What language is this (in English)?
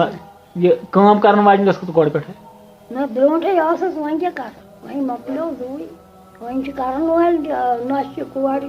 Kashmiri